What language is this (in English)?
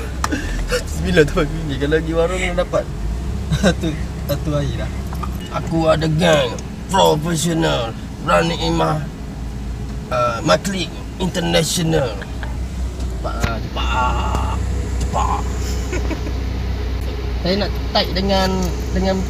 Malay